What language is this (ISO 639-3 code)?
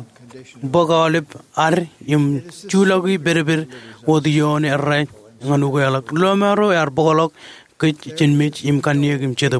mah